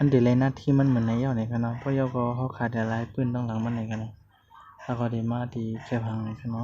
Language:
Shan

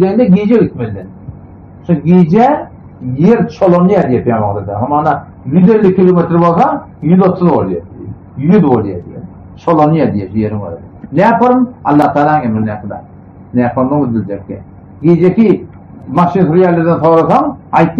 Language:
Turkmen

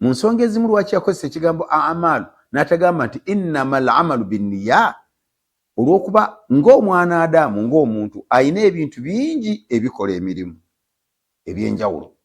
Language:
Ganda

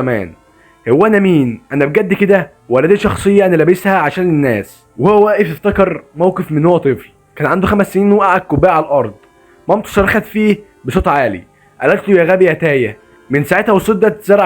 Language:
Egyptian Arabic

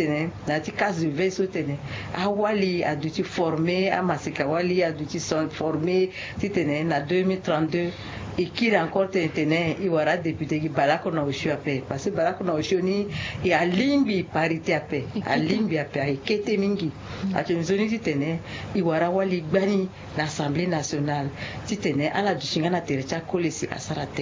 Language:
Sango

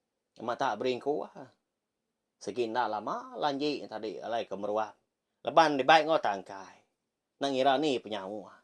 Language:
Iban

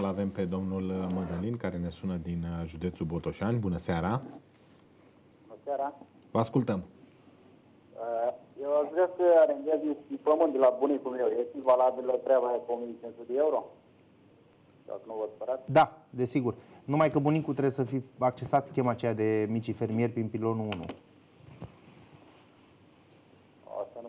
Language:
Romanian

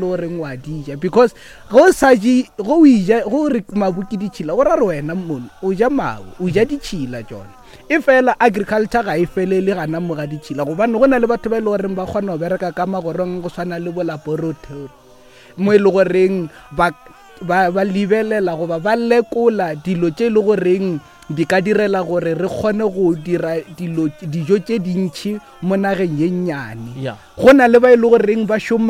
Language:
Northern Sotho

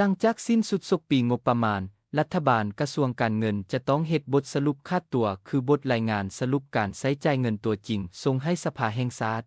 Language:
Lao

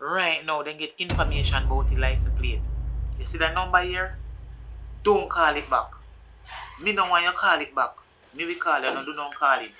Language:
Jamaican Creole English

